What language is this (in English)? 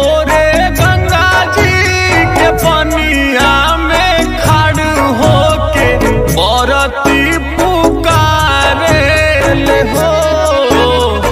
Bhojpuri